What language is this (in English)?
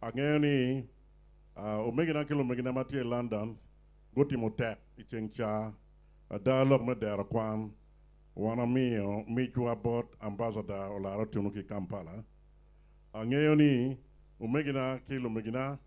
Acoli